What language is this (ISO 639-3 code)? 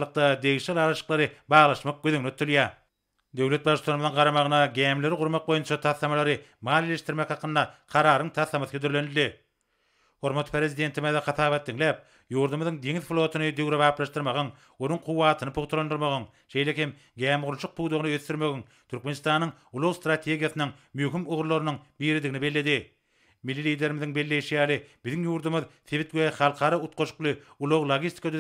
tuk